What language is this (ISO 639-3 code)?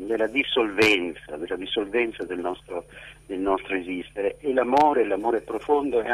ita